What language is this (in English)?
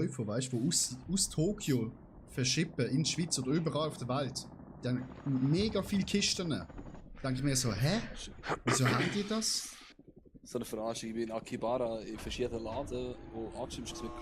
Swiss German